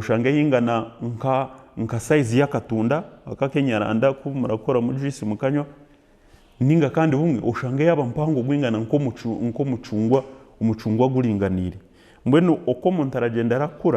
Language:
Nyankole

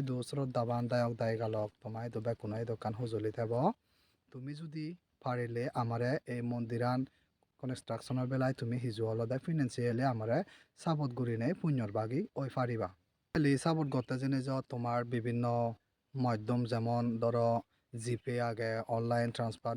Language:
Chakma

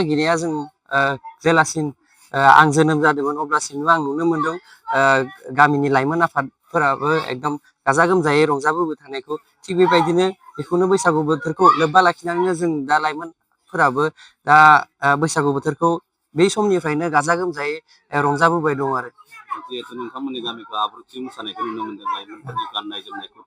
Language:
Bodo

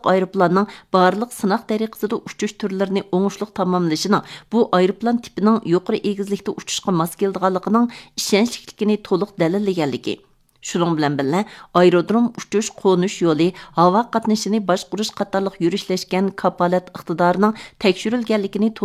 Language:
Uyghur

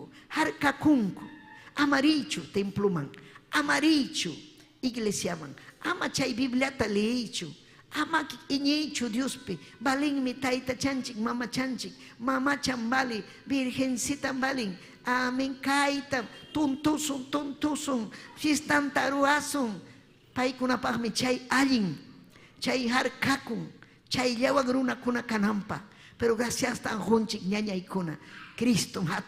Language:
Ayacucho Quechua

